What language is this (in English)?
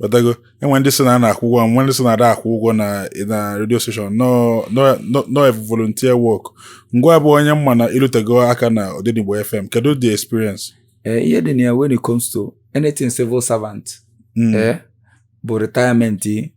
Igbo